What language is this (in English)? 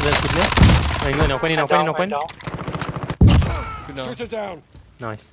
Morisyen